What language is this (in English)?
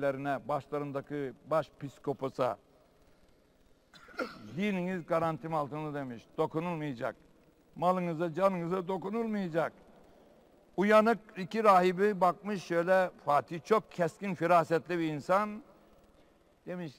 Turkish